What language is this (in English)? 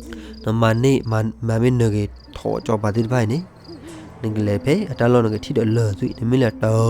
S'gaw Karen